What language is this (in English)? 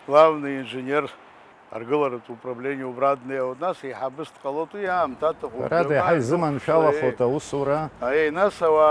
Abkhazian